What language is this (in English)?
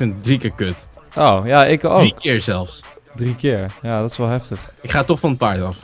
Dutch